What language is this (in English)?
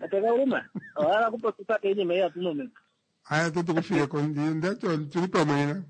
Kuanyama